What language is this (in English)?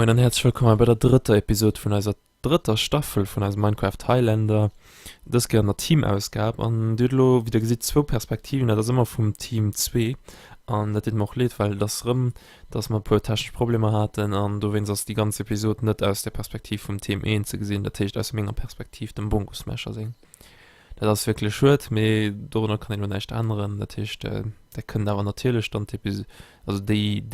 Luxembourgish